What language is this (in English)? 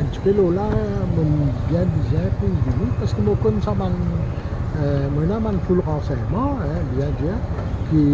Morisyen